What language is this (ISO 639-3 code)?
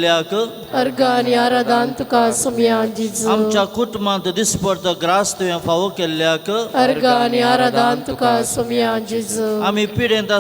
kok